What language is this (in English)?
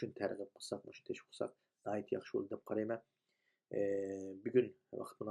Uyghur